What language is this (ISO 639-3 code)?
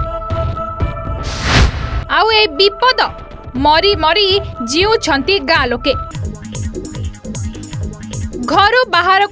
ori